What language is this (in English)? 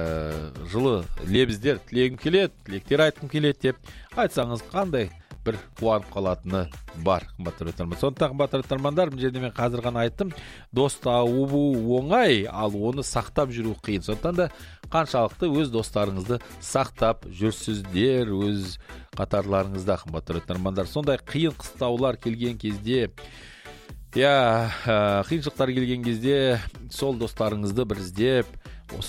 Kazakh